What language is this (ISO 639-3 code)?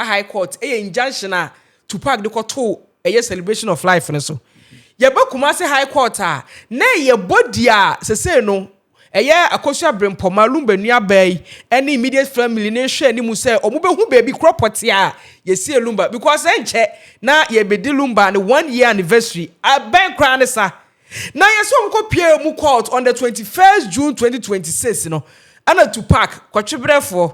aka